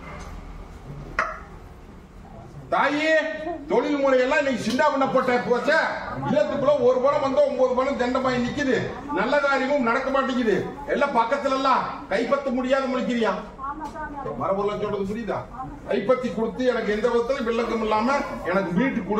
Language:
Tamil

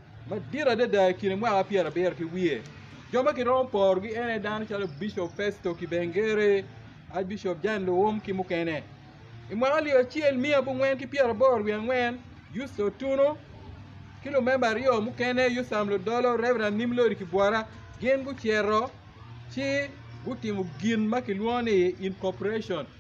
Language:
Acoli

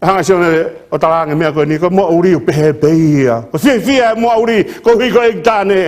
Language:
Tongan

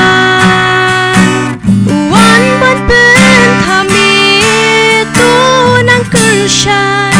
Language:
Khasi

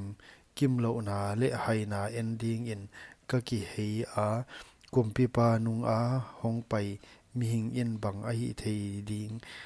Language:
Paite Chin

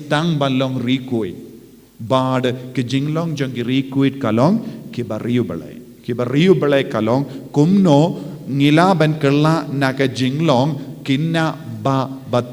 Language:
Khasi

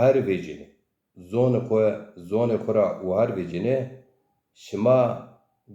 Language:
Zaza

